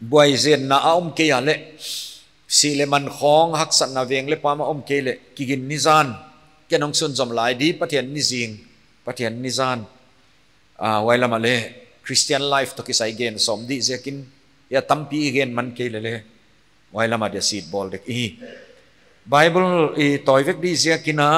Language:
Paite Chin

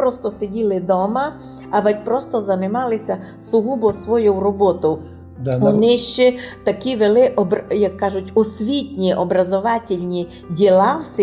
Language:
Rusyn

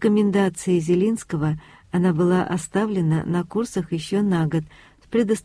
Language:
Russian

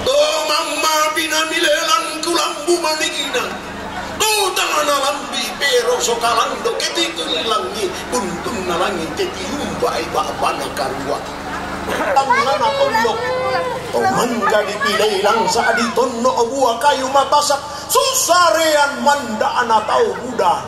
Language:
Toraja-Sa'dan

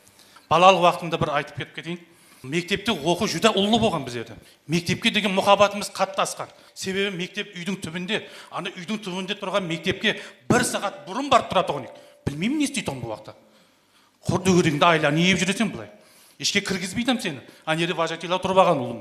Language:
Kara-Kalpak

